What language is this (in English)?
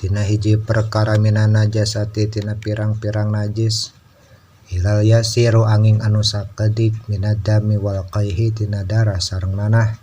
Sundanese